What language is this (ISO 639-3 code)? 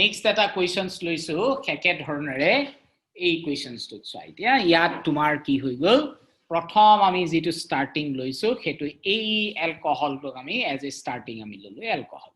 asm